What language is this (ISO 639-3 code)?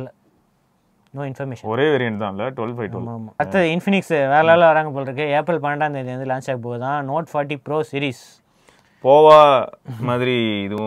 tam